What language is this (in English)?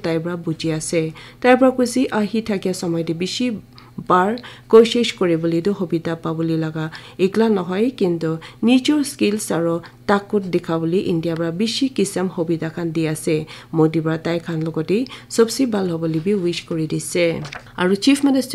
Naga Pidgin